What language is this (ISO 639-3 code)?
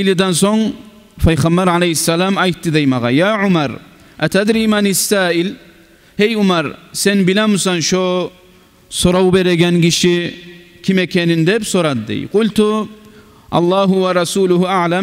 kum